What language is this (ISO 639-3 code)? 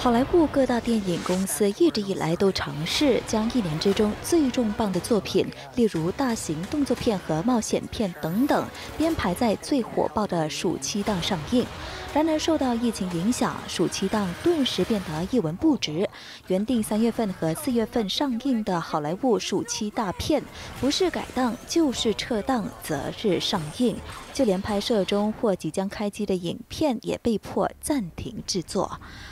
zho